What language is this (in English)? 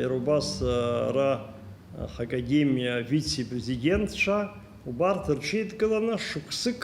Abkhazian